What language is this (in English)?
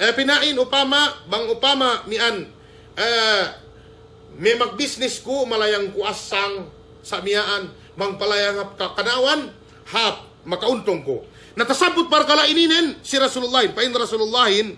Yakan